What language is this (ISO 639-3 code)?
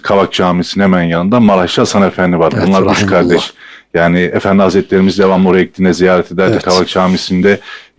tur